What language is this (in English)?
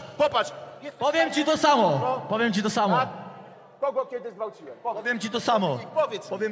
Polish